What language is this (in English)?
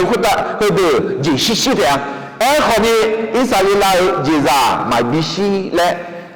Akha